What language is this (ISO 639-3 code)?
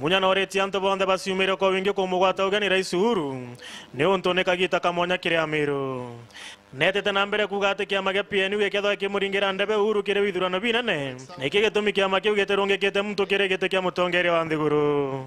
mer